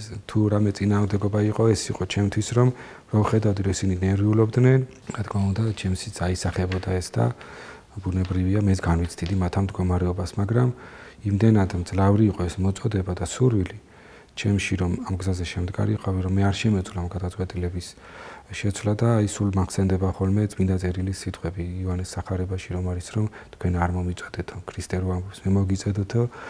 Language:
Georgian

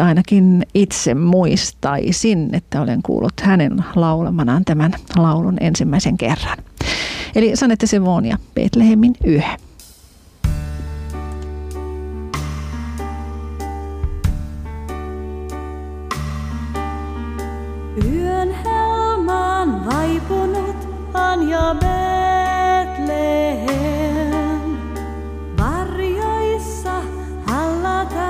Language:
Finnish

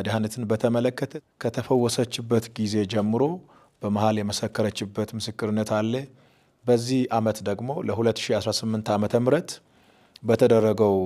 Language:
Amharic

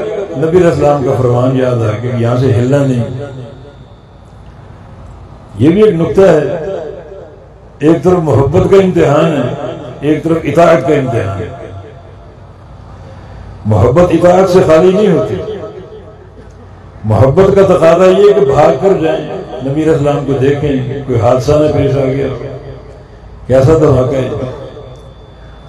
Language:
Urdu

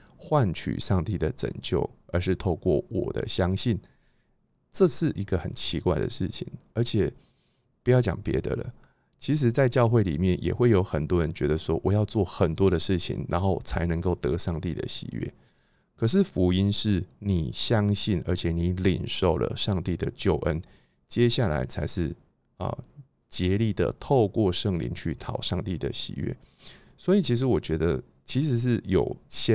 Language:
Chinese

